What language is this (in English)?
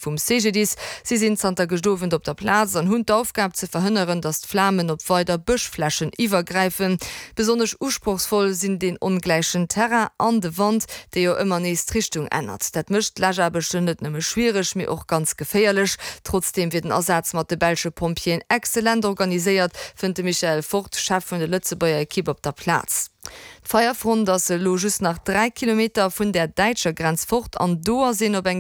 Luxembourgish